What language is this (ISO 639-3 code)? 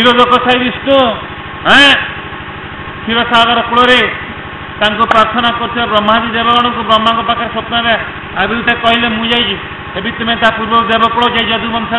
ori